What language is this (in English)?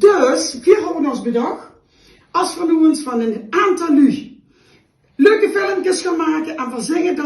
Limburgish